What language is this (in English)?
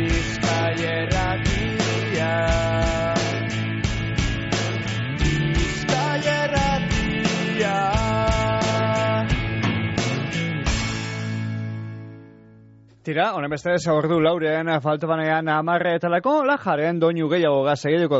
Basque